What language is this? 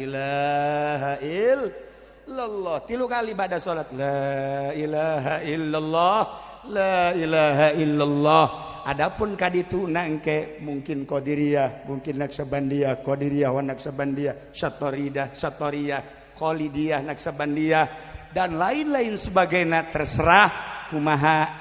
Sundanese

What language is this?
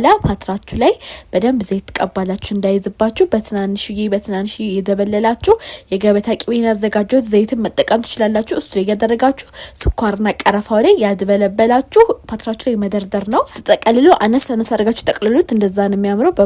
Amharic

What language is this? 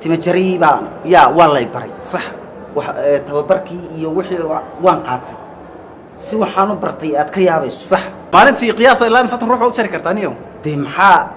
Somali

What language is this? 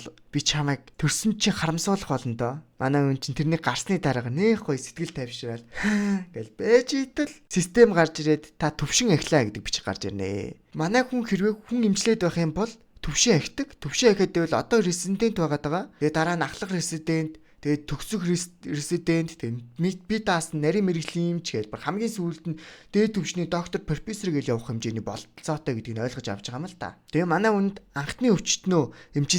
Mongolian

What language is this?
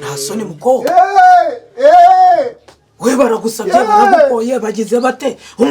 Kinyarwanda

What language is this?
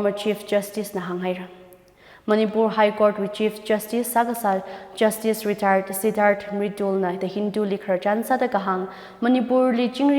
Tangkhul Naga (India)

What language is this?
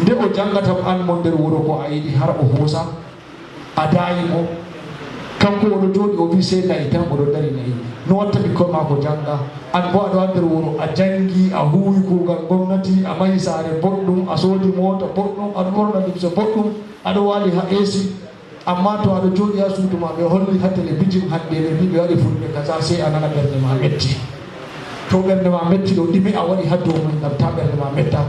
Fula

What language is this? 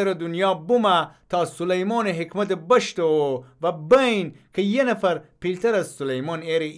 Gilaki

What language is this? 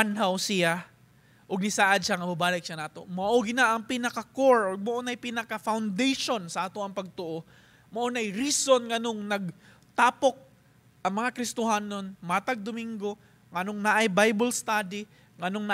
Cebuano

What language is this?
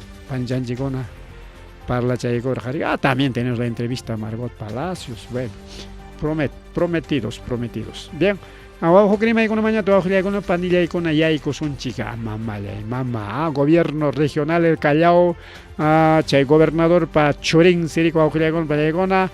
Ayacucho Quechua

